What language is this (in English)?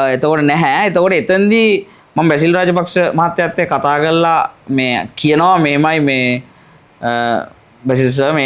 Sinhala